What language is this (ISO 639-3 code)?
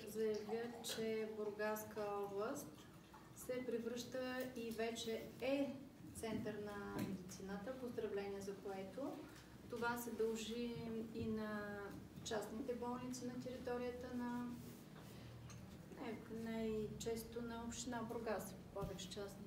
bul